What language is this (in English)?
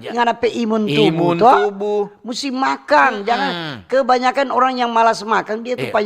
Manado Malay